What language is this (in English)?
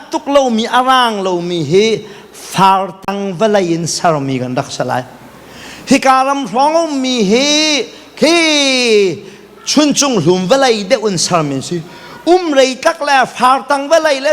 Hakha Chin